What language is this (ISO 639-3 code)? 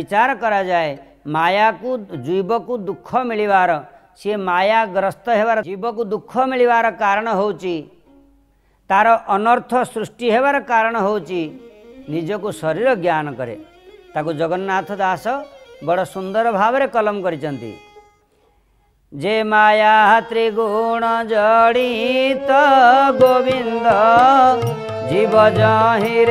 ori